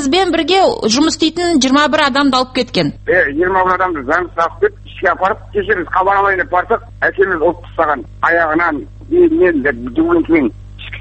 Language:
Kazakh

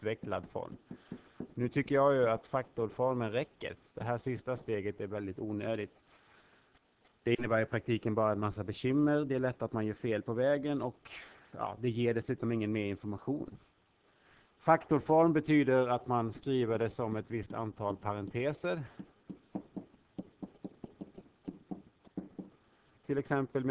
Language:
Swedish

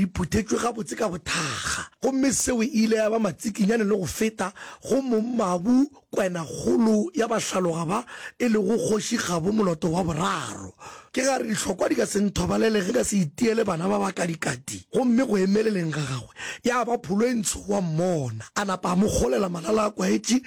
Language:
Northern Sotho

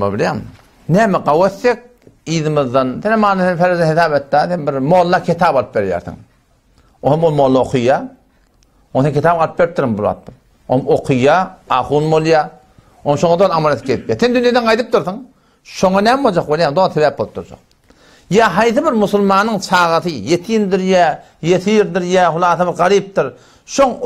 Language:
Turkmen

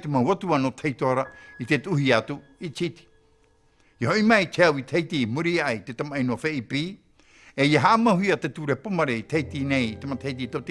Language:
Tahitian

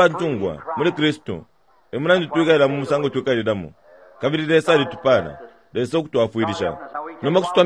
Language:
Bemba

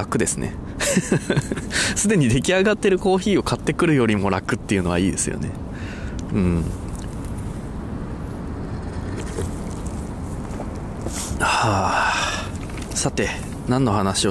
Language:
Japanese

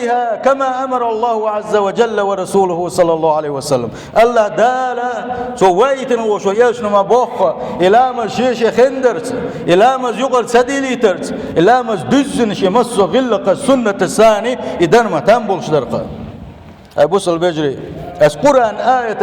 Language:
Chechen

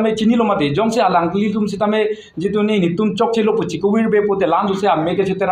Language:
Karbi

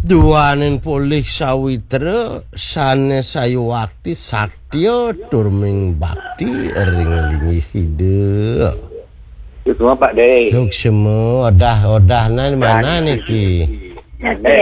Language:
Balinese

